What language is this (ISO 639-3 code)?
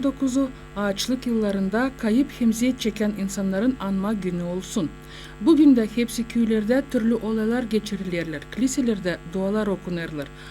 gag